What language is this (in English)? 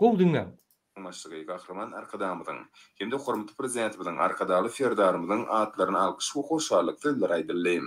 Turkmen